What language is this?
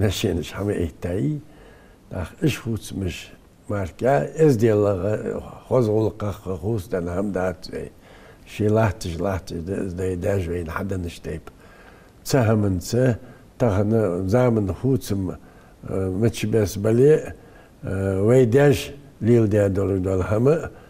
Ingush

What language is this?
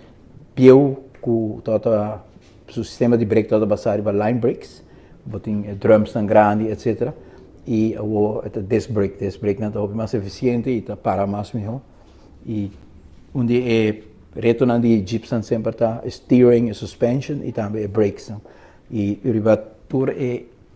Papiamento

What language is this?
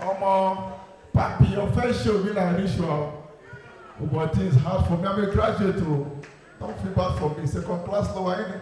Nigerian Pidgin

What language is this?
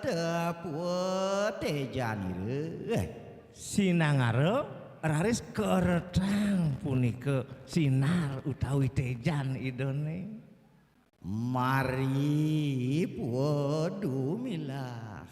Balinese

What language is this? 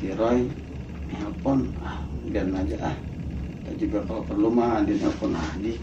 Betawi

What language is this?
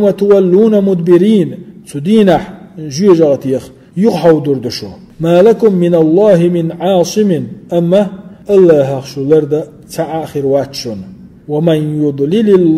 Chechen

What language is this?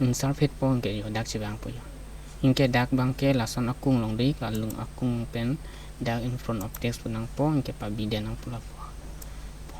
Karbi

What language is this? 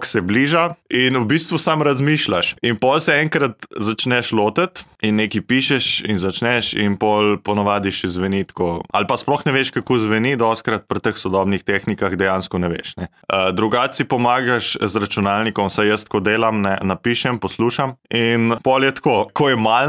Slovenian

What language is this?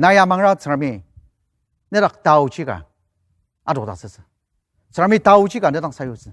Ao Naga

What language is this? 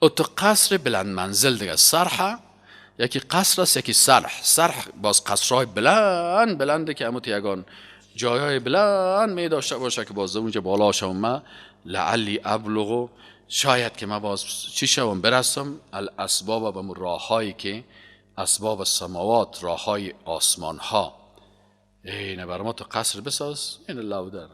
Persian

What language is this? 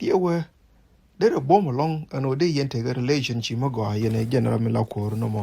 Nuer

